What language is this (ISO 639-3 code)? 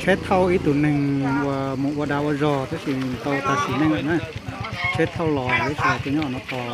hmn